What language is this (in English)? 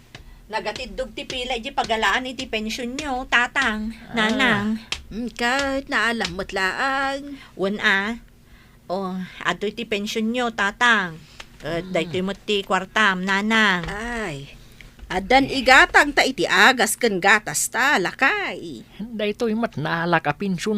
Iloko